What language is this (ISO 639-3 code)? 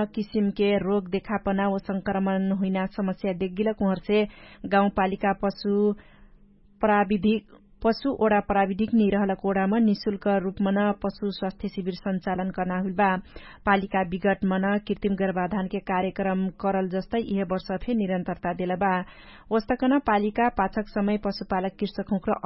thl